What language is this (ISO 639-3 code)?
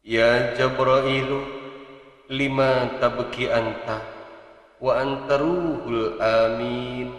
sun